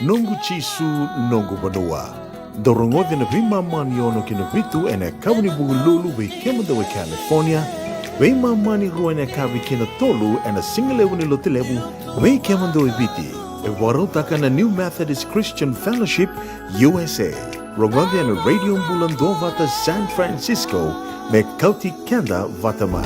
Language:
Fijian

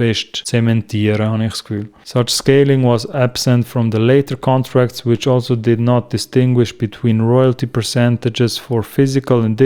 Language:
Swiss German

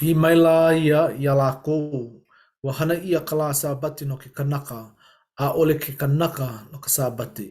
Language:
Hawaiian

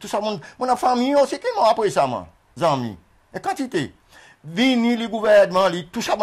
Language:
Seselwa Creole French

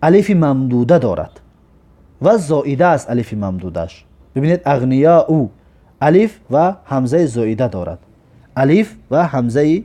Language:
Tajik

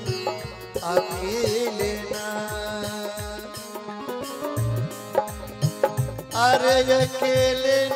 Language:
Bhojpuri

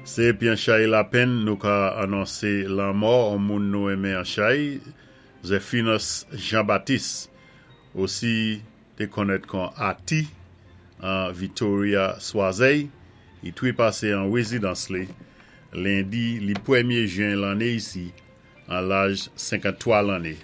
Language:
Saint Lucian Creole French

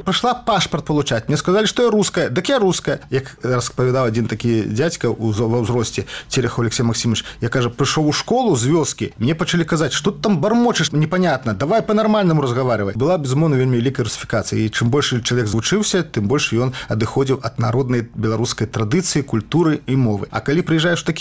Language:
Belarusian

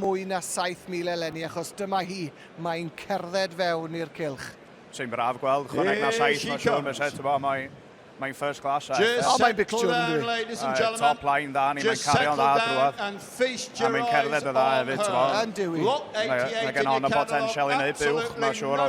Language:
Welsh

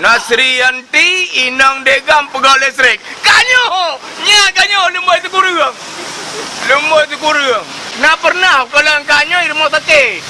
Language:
Achinese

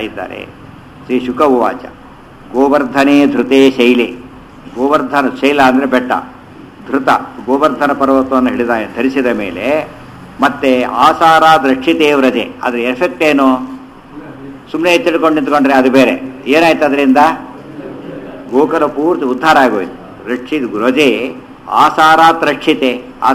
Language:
Kannada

